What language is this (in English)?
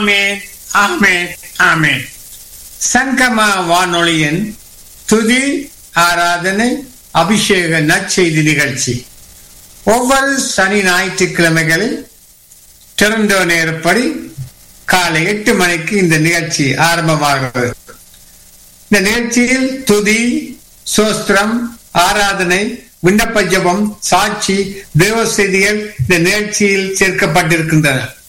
Tamil